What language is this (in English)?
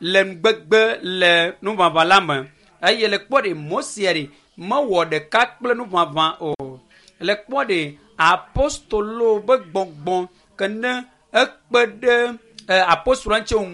Ewe